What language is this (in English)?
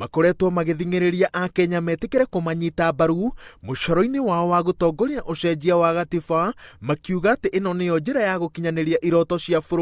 Kikuyu